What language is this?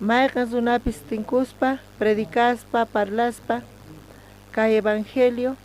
South Bolivian Quechua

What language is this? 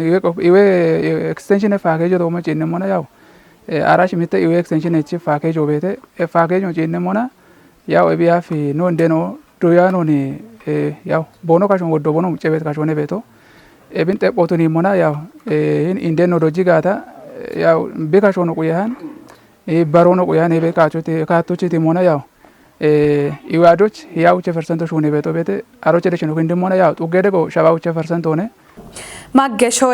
Kafa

